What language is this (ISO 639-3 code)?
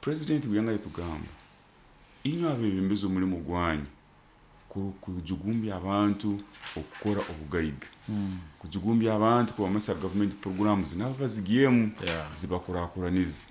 nyo